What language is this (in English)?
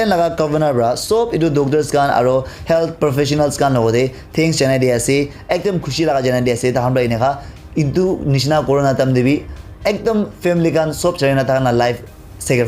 Naga Pidgin